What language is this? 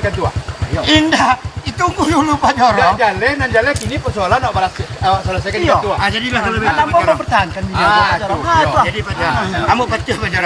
Minangkabau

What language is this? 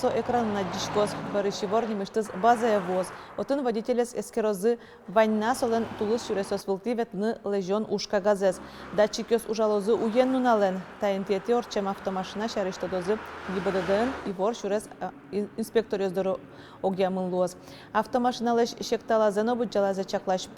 Udmurt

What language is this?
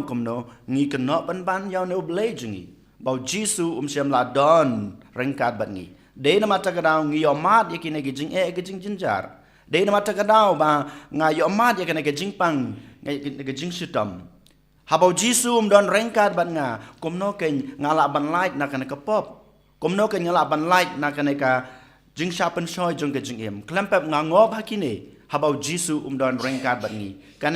Khasi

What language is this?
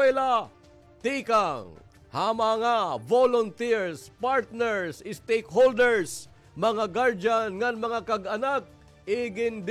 Waray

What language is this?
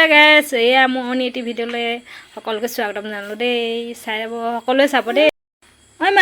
Assamese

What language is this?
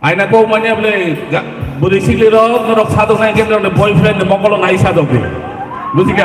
Kok Borok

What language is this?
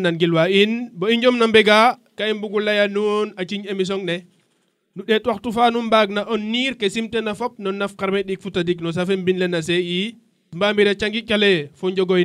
Serer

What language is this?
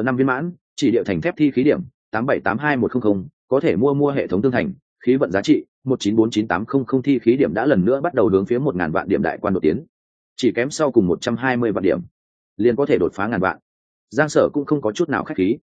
Vietnamese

